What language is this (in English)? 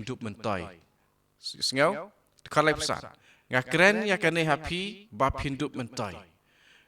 Khasi